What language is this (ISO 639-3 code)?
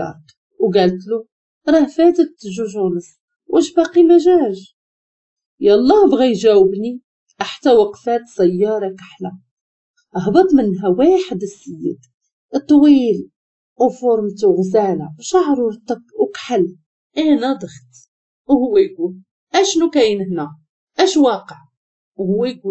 ary